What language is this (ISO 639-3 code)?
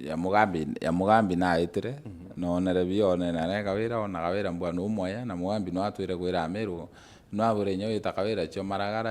mer